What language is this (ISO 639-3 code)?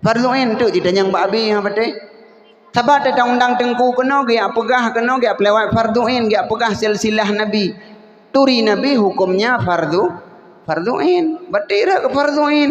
ace